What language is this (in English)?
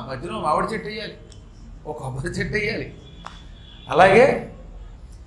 Telugu